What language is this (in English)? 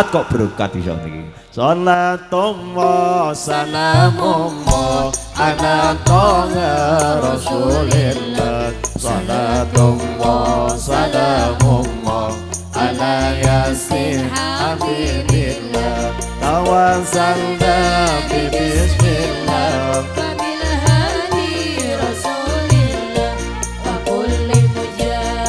Javanese